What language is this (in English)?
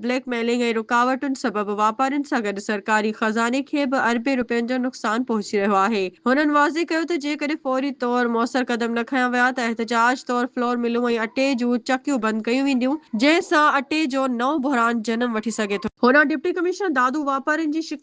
Sindhi